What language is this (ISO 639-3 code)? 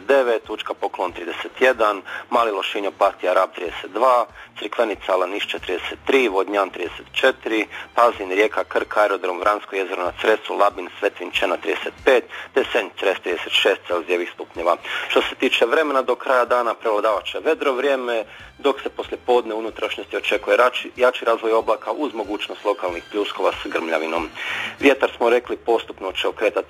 hrv